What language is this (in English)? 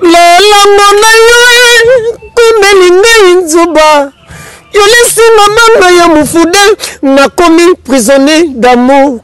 Lingala